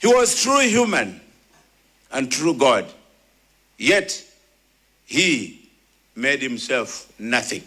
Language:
Nyanja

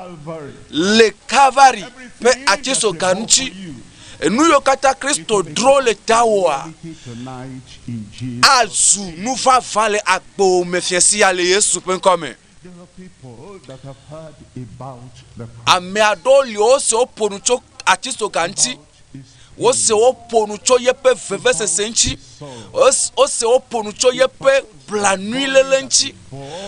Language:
Ewe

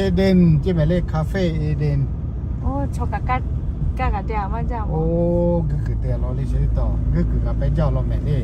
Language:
Lahu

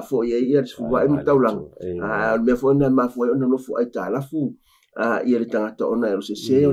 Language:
Samoan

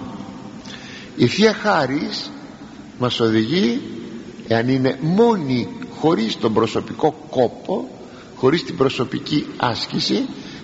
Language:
Greek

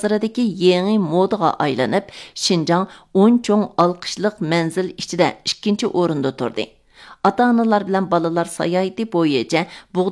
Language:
Uyghur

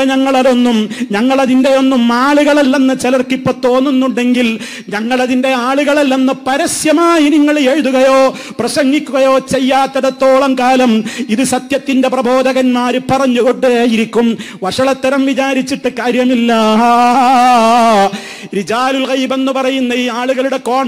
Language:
Malayalam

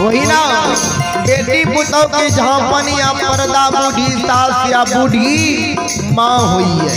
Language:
Maithili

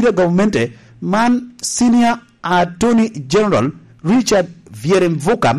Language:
Lango (Uganda)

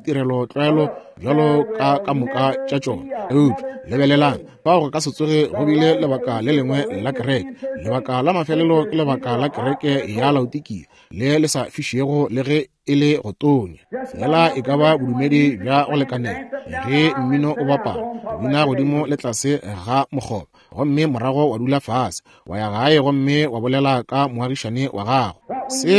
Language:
Northern Sotho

